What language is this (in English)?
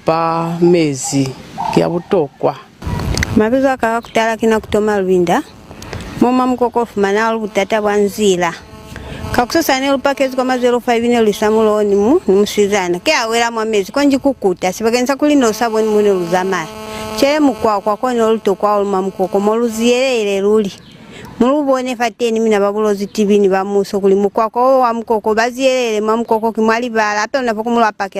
Lozi